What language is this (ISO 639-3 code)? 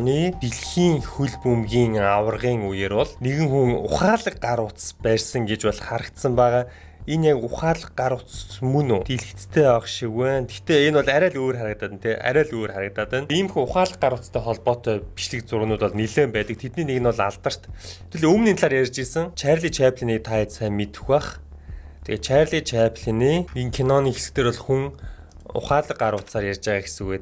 mon